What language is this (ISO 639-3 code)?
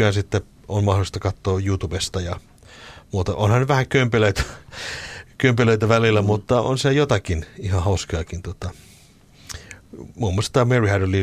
fin